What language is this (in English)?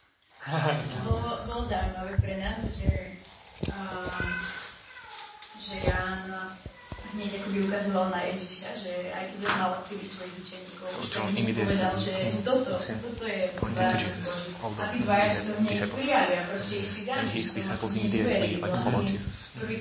Slovak